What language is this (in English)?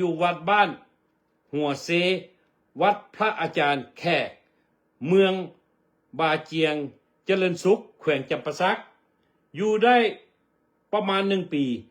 Lao